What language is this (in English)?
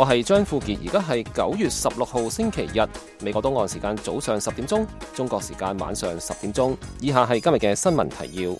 Cantonese